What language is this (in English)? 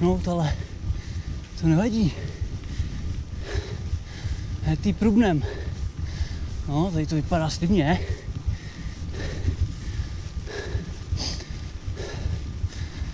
Czech